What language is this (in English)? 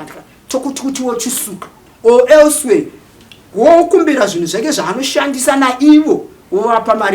Shona